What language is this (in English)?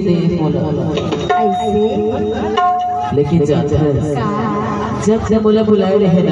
Chhattisgarhi